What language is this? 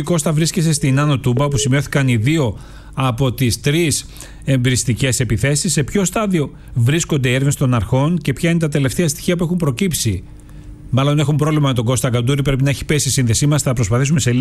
Greek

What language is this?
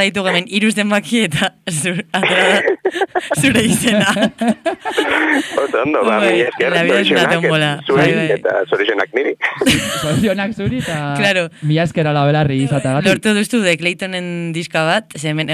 Basque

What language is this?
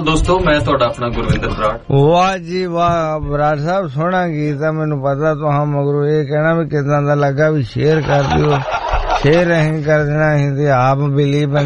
Punjabi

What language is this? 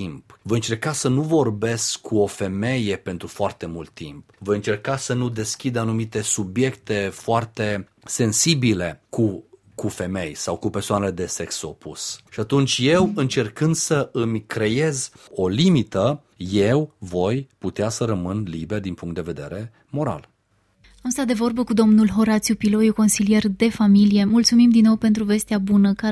Romanian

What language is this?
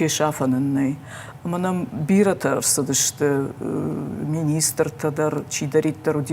Ossetic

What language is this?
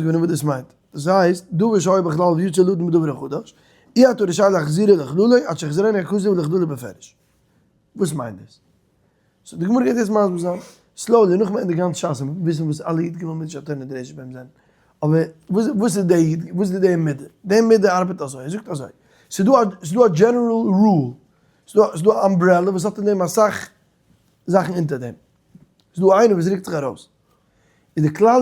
Yiddish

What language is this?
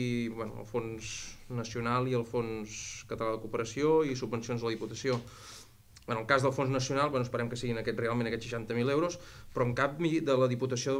Catalan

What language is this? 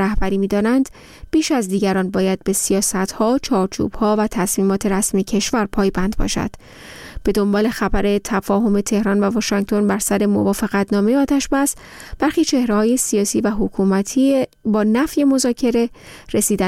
Persian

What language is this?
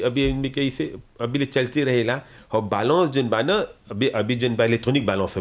Bhojpuri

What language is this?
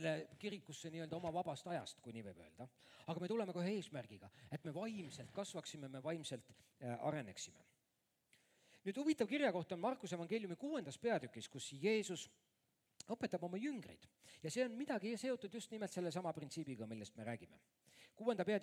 Estonian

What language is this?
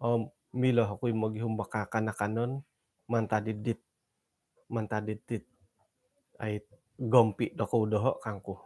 Central Dusun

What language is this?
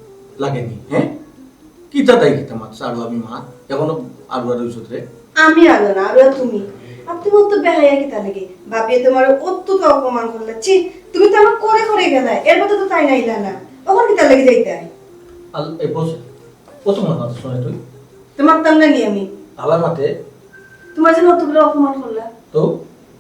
Sylheti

